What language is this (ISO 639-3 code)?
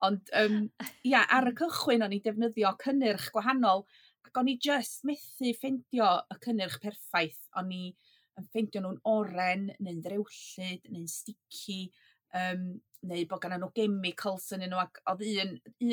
cym